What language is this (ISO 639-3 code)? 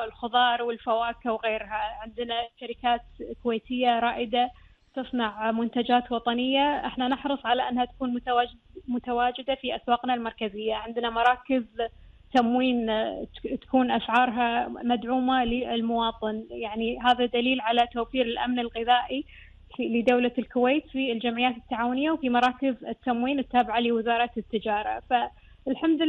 afb